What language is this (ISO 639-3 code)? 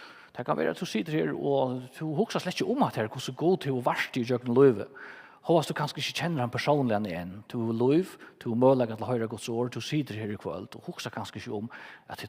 fao